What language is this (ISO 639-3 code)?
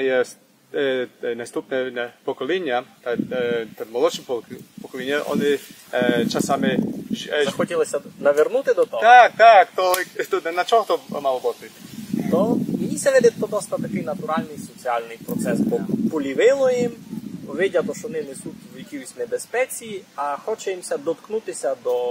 rue